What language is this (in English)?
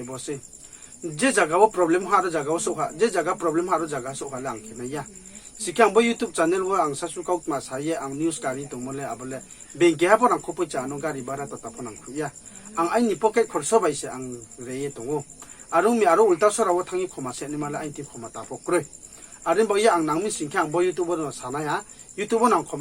Riang (India)